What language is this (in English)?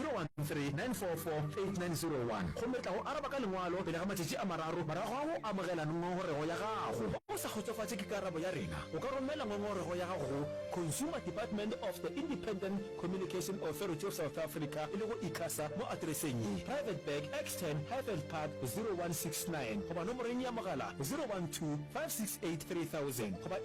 Northern Sotho